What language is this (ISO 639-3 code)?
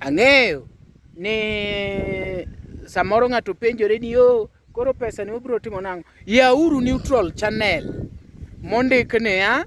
luo